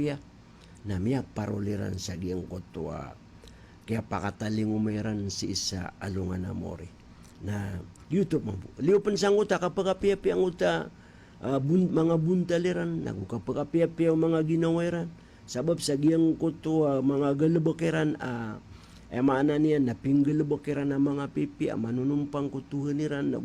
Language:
Maranao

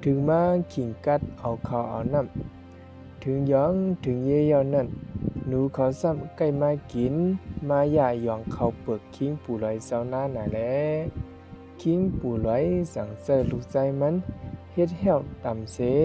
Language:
Shan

